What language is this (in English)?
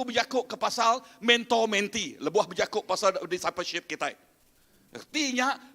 Iban